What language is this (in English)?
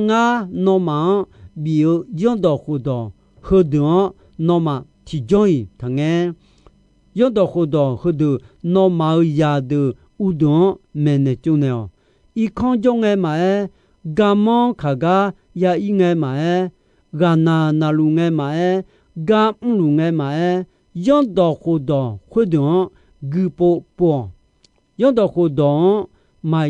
Akha